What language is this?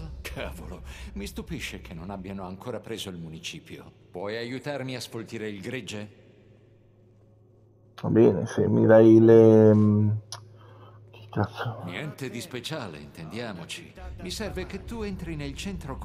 Italian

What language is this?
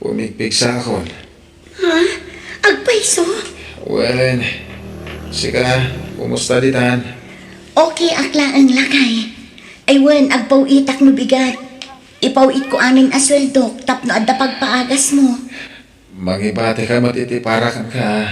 Iloko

